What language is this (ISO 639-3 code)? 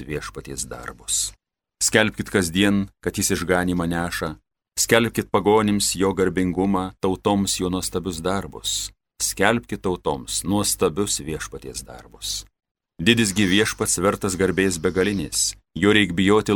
lit